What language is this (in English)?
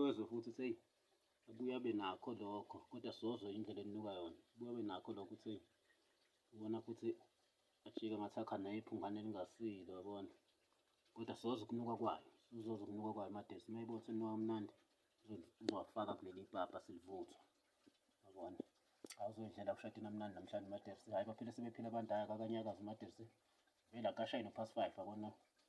Zulu